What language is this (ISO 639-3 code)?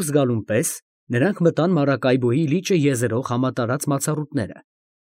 hye